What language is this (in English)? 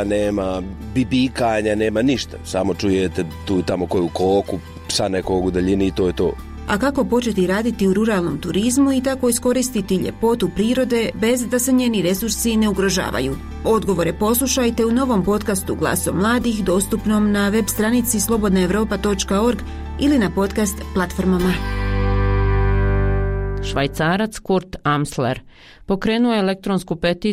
Bosnian